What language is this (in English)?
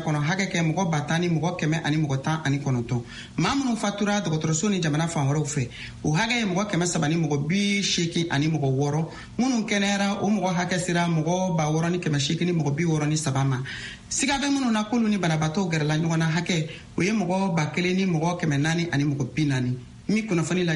Bambara